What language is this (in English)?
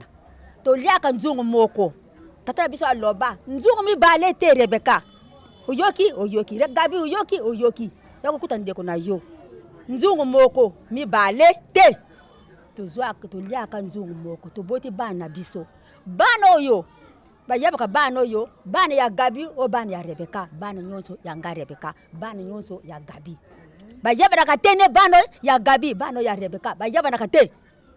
Lingala